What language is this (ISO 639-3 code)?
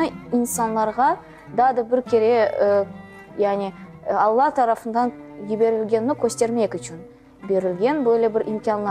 crh